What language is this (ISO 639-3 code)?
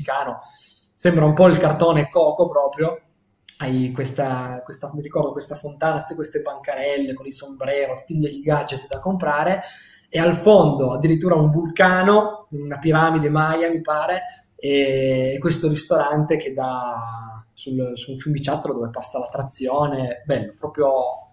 ita